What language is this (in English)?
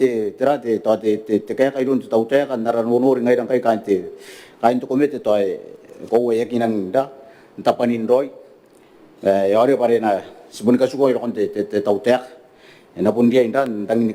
Gilbertese